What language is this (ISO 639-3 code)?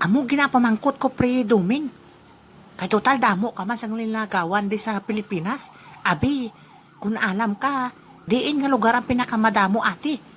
hil